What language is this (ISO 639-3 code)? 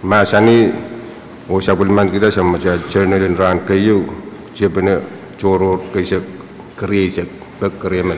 pon